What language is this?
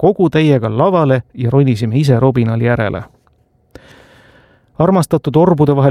Estonian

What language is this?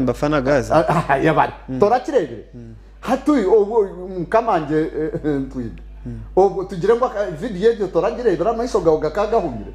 Nyankole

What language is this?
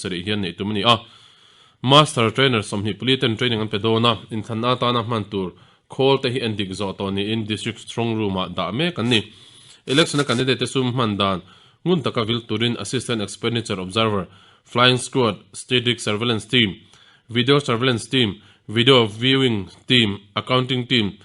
Mizo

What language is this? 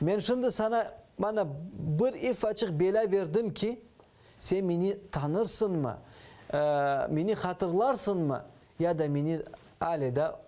Crimean Tatar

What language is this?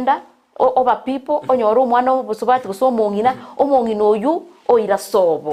Gusii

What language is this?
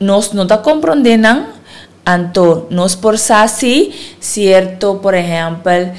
Papiamento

